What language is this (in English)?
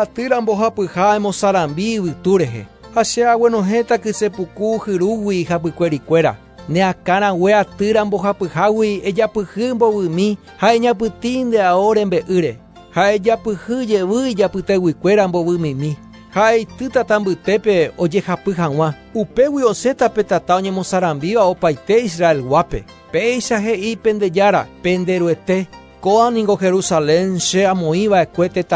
Guarani